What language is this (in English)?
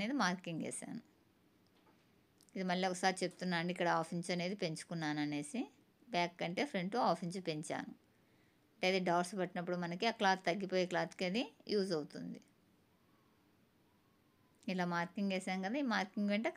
Telugu